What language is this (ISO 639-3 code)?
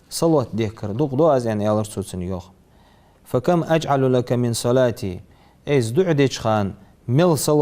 inh